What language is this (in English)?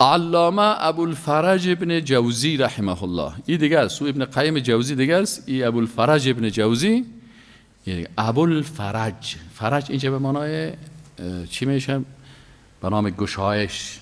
Persian